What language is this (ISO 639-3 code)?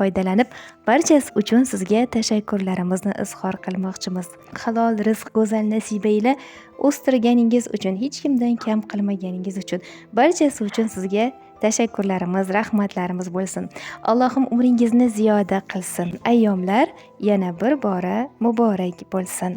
uzb